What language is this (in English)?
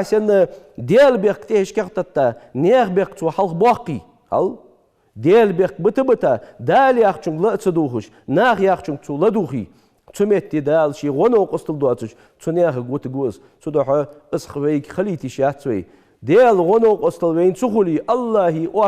Ingush